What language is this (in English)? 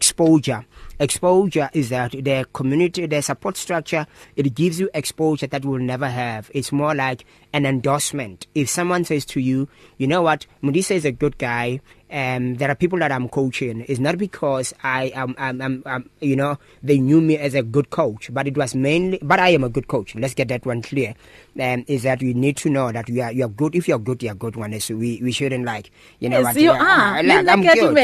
English